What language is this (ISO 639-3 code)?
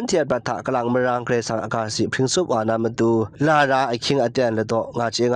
kac